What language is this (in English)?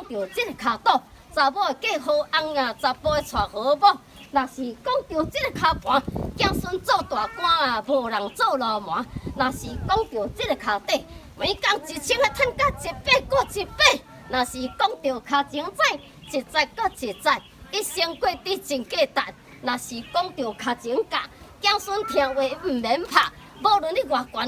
Min Nan Chinese